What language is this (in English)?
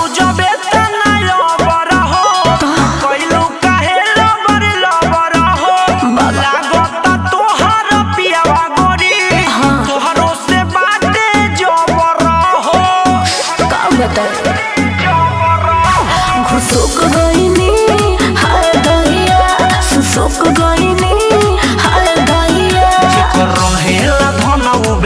Bhojpuri